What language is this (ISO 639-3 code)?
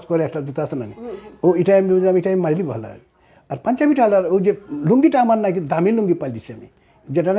syl